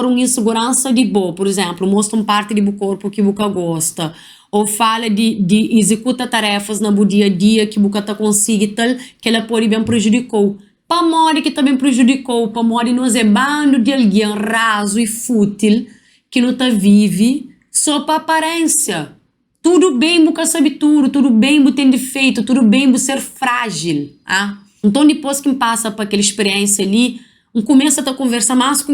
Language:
Kabuverdianu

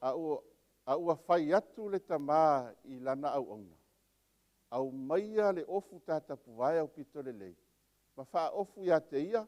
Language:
Samoan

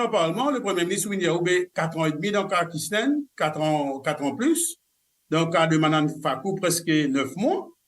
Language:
Morisyen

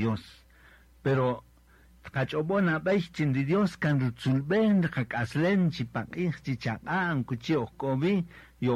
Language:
Kaqchikel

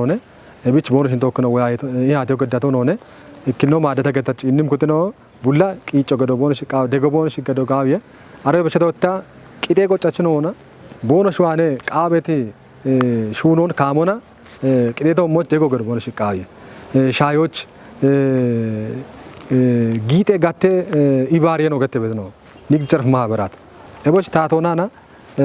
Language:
Kafa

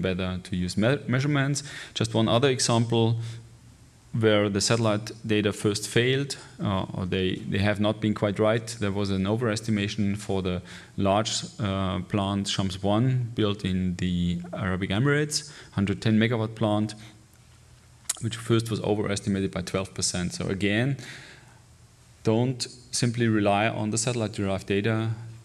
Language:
English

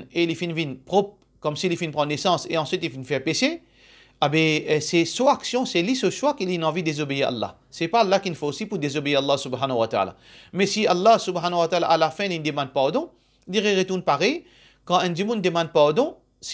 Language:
Morisyen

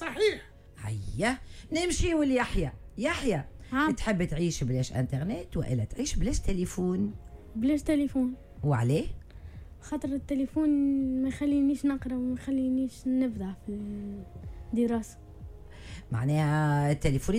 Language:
Tunisian Arabic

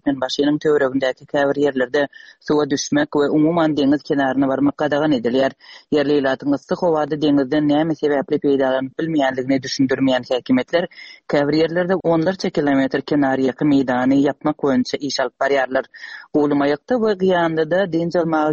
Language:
Turkmen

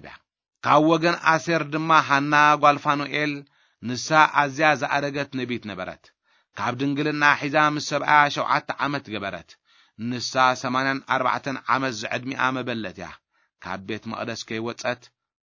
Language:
Tigrinya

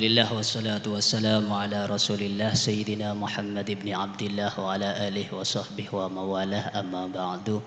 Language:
Madurese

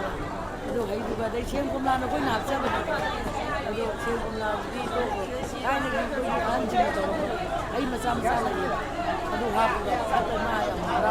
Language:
Manipuri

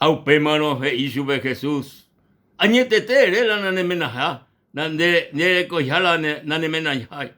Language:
Guarani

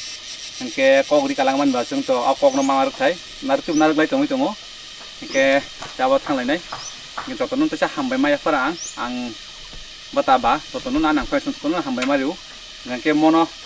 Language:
Kok Borok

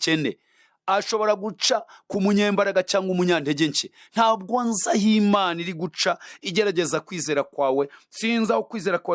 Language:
Kinyarwanda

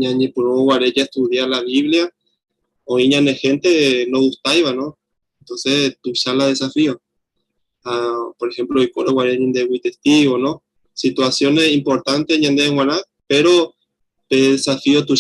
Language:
Guarani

